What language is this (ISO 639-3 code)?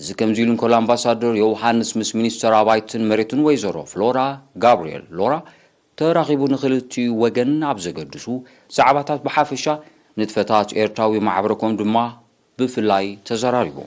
tir